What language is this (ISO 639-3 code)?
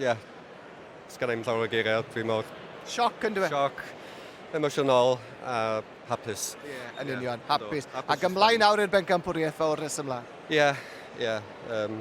cym